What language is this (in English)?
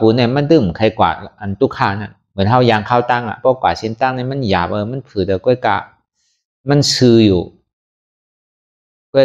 Shan